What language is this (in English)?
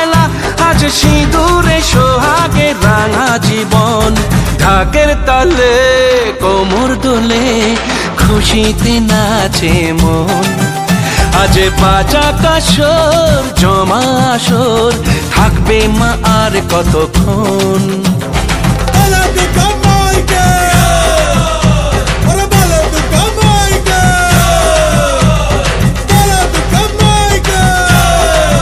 Bangla